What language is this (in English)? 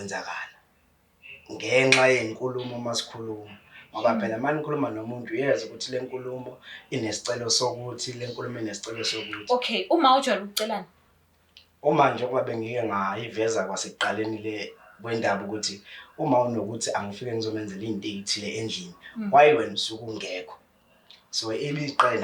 Zulu